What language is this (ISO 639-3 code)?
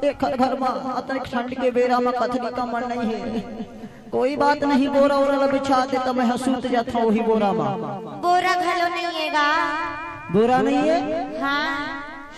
hne